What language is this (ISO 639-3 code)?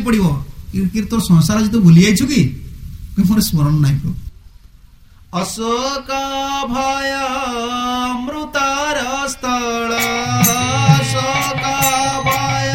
ori